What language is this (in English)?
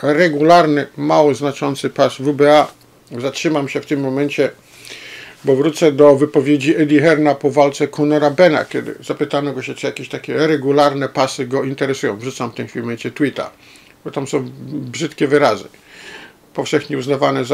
Polish